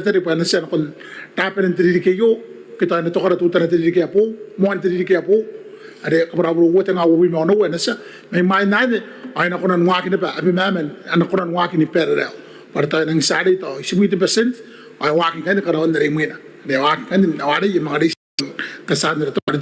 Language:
Gilbertese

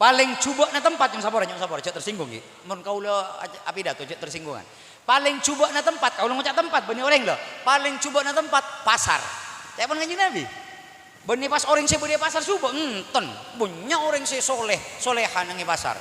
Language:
Madurese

